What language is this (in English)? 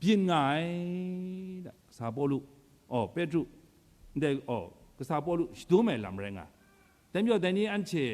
Kachin